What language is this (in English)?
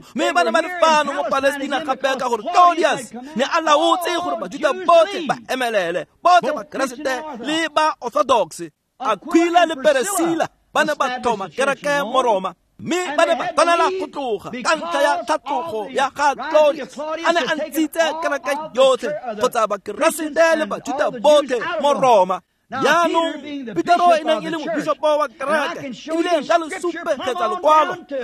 Tswana